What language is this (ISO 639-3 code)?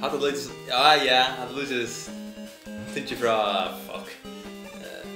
fao